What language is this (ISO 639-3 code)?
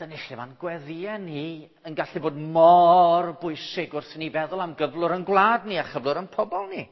cym